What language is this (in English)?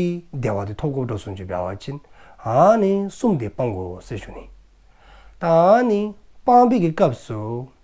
Dzongkha